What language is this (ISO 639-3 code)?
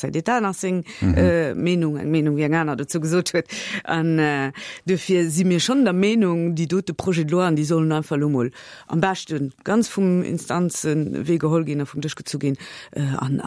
ltz